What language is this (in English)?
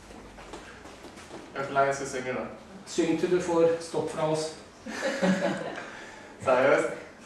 Norwegian